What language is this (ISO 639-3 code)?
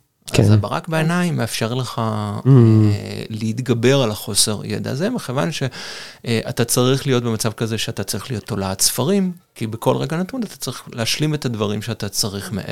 heb